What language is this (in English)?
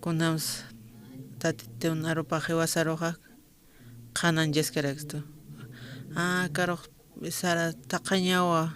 Aymara